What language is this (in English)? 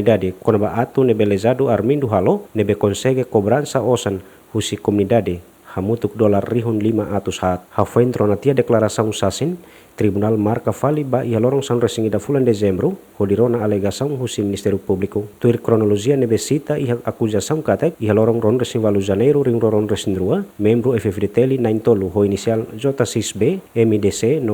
Tetum